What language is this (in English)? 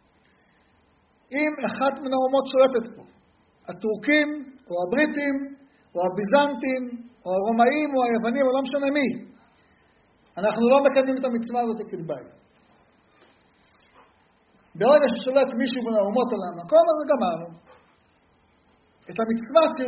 Hebrew